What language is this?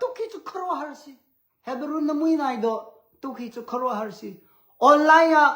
Hakha Chin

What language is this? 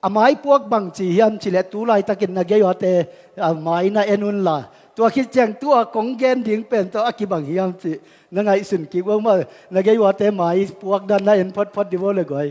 Tedim Chin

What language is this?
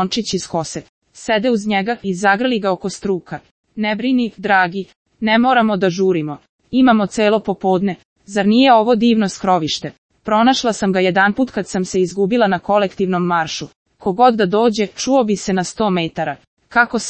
Serbian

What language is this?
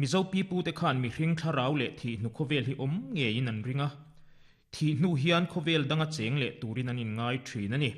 Mizo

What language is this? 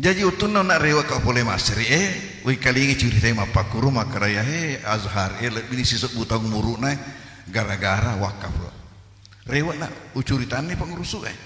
Buginese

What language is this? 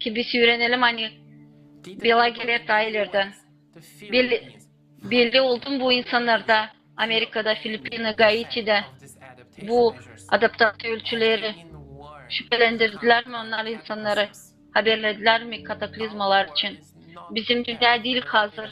Gagauz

